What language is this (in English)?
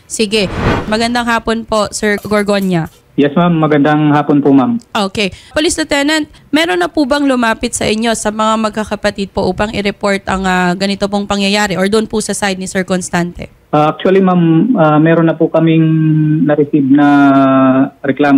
Filipino